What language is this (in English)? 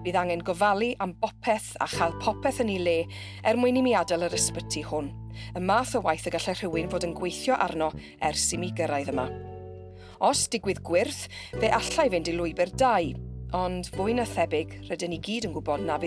Welsh